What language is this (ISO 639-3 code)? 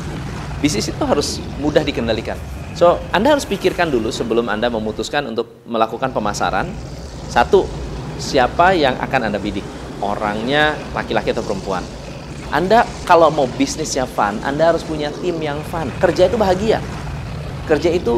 ind